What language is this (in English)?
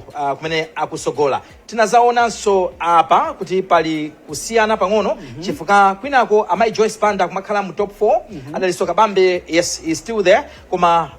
Nyanja